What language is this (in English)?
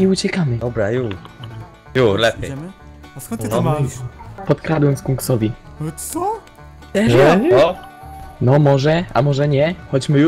Polish